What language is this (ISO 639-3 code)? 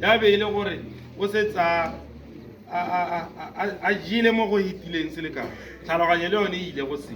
tsn